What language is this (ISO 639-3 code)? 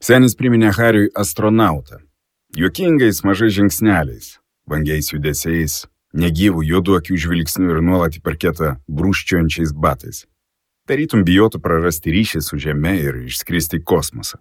lit